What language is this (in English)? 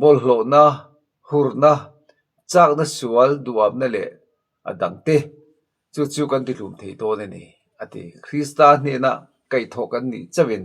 Mizo